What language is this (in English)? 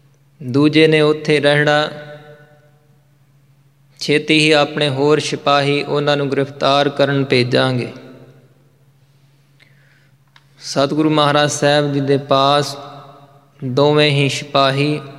Punjabi